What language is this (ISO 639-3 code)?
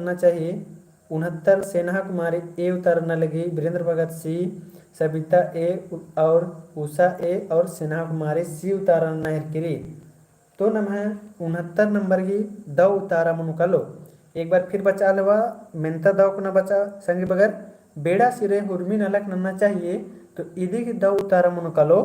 kru